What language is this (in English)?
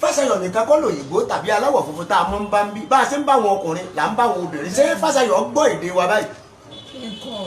Yoruba